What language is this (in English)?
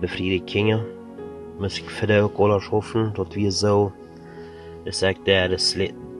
Plautdietsch